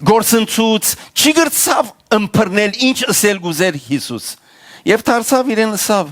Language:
Western Armenian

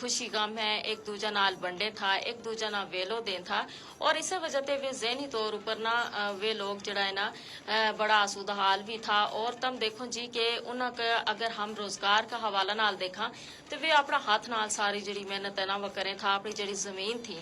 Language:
Gujari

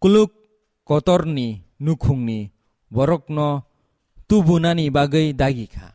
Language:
Kok Borok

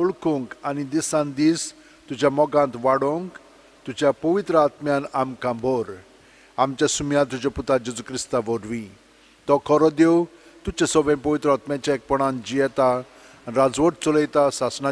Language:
Konkani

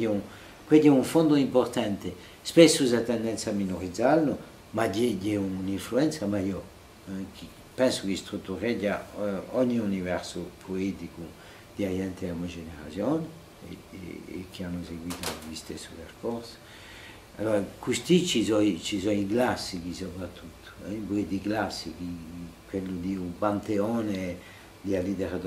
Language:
Corsican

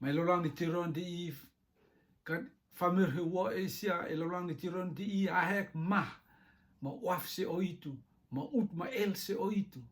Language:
Rotuman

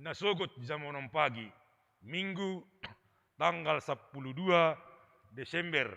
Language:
Batak Simalungun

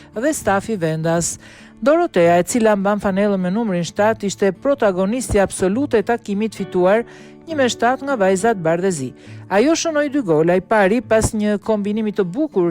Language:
Albanian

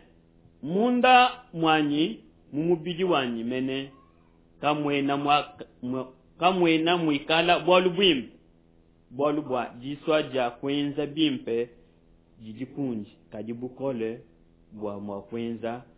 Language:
Luba-Lulua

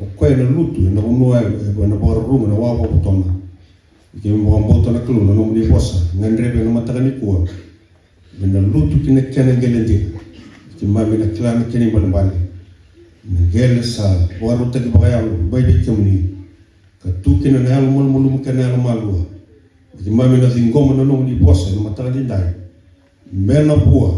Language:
Fijian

